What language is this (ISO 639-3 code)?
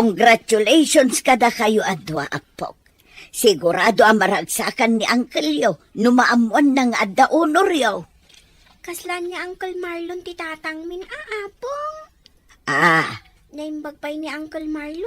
ilo